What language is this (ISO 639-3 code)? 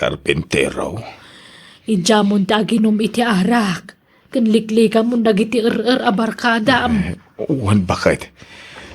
ilo